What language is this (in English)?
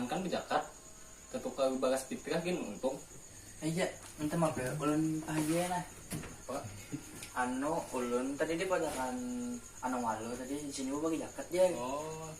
Banjar